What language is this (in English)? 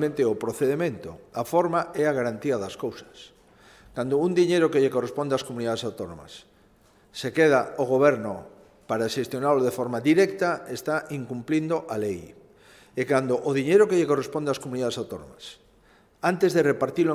Galician